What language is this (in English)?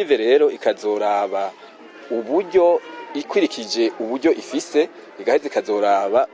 Rundi